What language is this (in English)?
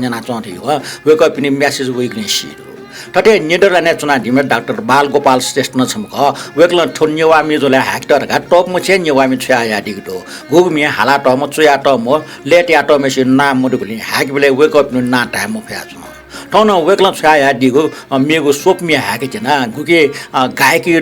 Newari